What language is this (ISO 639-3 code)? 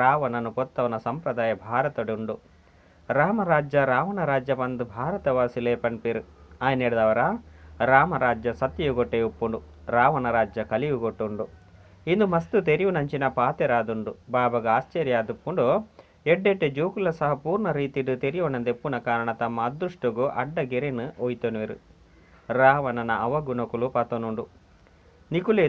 tcy